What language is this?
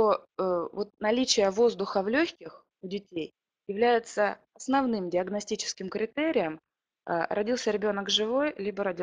Russian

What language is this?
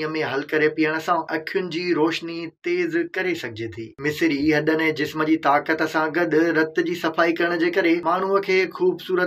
Sindhi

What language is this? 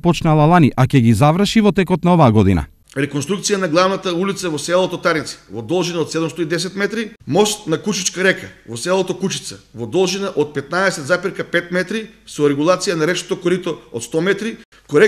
Macedonian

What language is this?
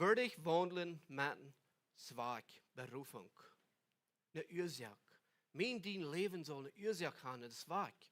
Plautdietsch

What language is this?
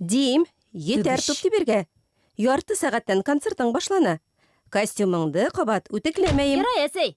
Bashkir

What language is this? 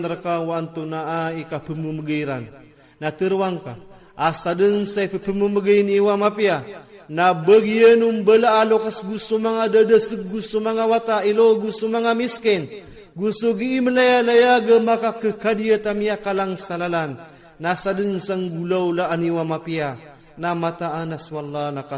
Iranun (Philippines)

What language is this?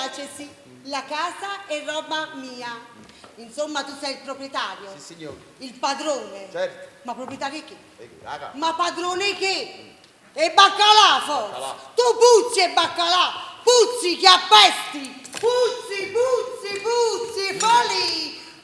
Neapolitan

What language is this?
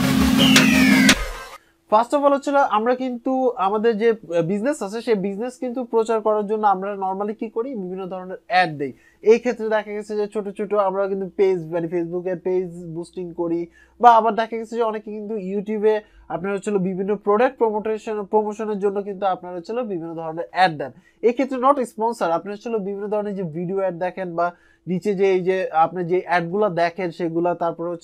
Bangla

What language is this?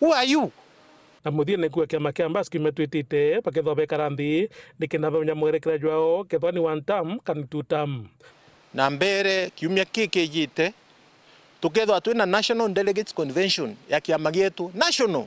Meru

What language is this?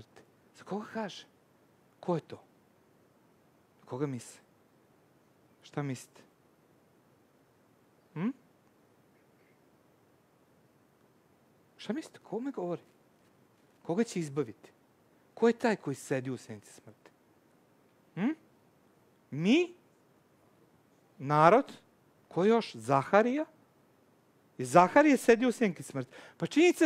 Serbian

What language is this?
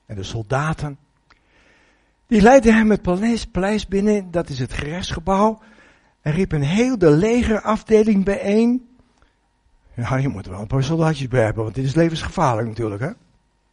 Dutch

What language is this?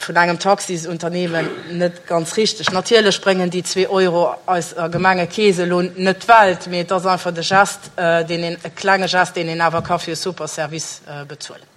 Luxembourgish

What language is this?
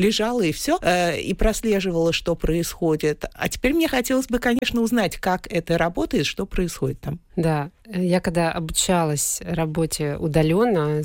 Russian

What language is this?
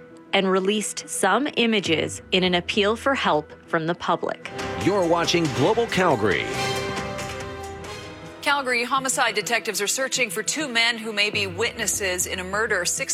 English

